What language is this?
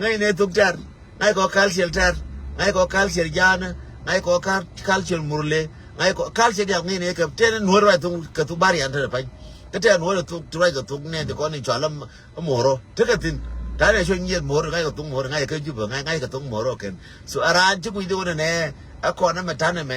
Nuer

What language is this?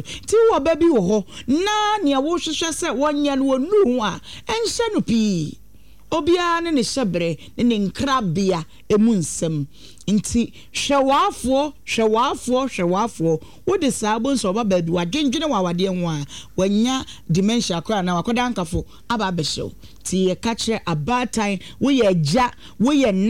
Akan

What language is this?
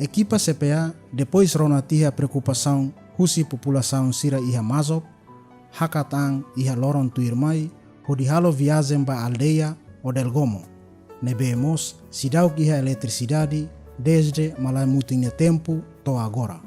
Tetum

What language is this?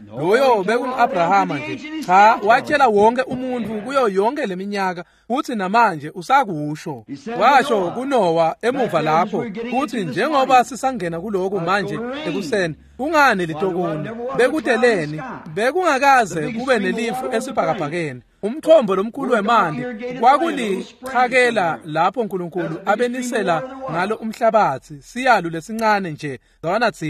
Swati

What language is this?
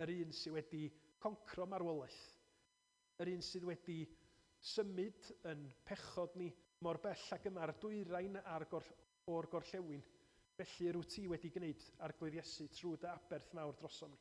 Welsh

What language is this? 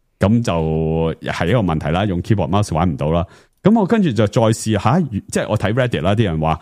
Cantonese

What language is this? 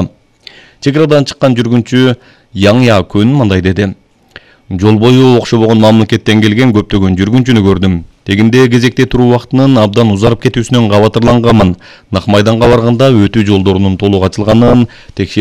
Kyrgyz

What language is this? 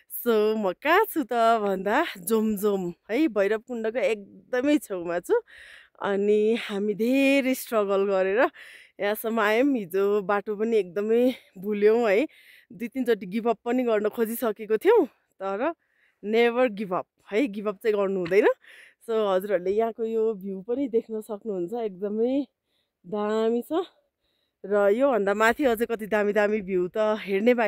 Nepali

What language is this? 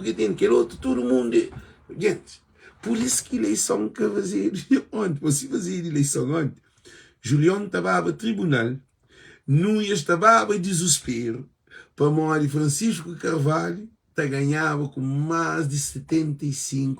Kabuverdianu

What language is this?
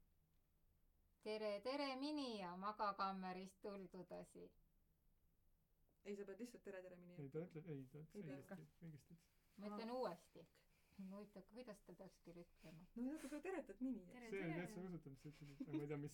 Estonian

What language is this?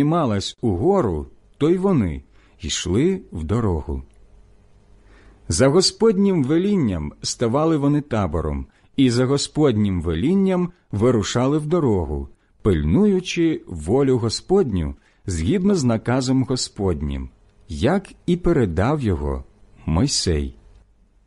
Ukrainian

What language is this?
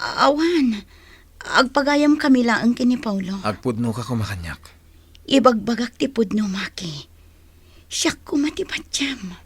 Iloko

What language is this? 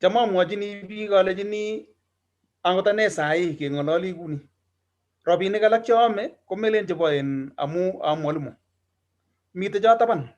Kalenjin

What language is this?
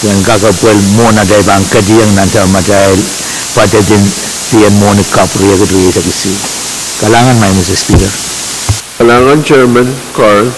Pohnpeian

